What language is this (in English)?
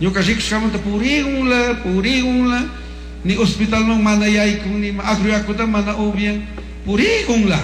Chimborazo Highland Quichua